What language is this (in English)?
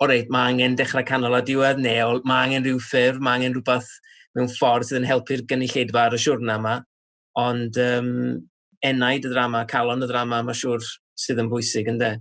Welsh